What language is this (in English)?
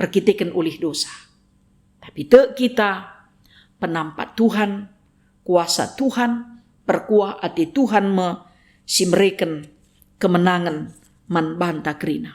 Batak Karo